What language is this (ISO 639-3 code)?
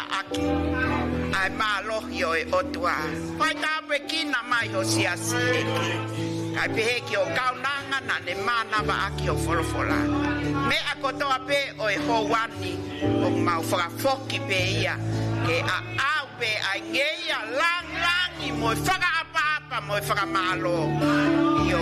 ton